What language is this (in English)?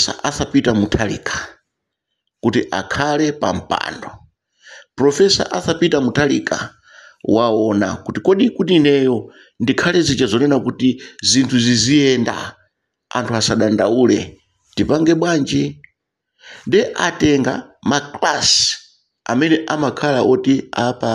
Nyanja